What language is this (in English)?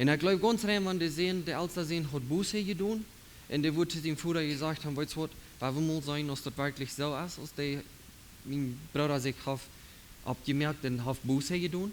Plautdietsch